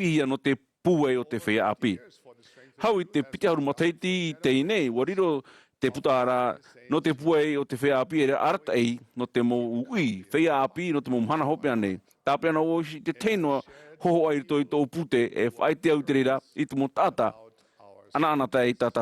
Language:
Tahitian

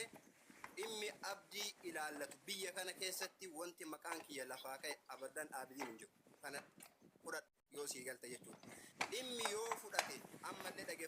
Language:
Oromo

